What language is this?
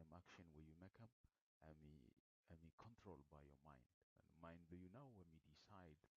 Bislama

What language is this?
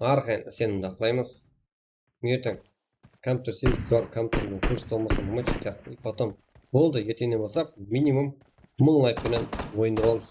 Kara-Kalpak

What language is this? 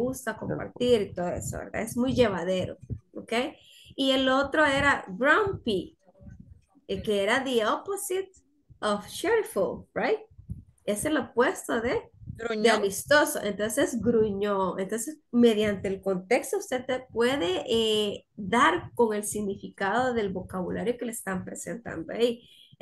Spanish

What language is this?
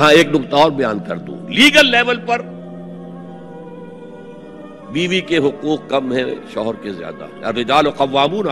Urdu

